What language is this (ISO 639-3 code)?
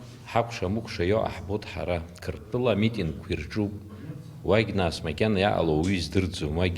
abk